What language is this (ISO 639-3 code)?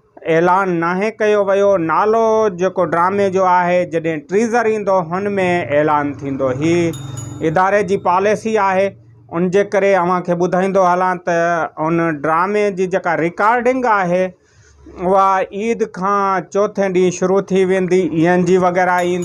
snd